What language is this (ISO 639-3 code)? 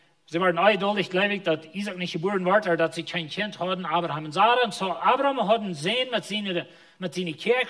pdt